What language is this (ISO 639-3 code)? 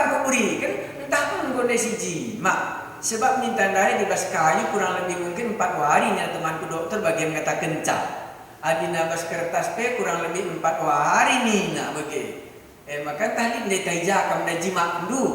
btx